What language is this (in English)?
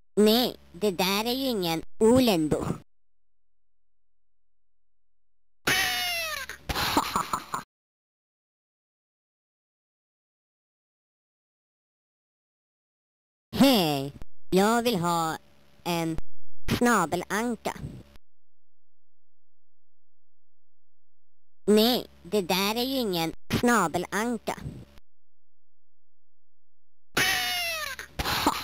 Swedish